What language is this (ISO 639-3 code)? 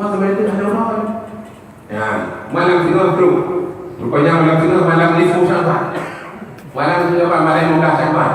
ace